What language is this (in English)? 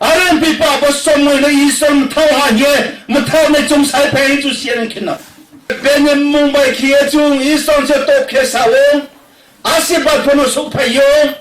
Riang (India)